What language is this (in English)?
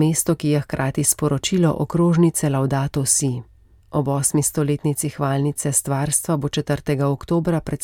Slovenian